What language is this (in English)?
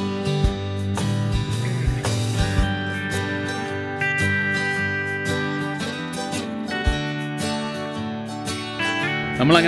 Malayalam